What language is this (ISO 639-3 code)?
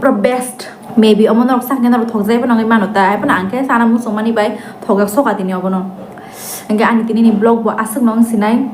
trp